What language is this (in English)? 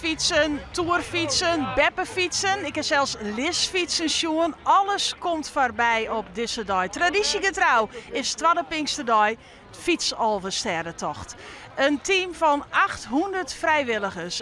Western Frisian